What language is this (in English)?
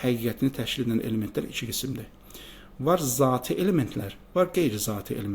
Azerbaijani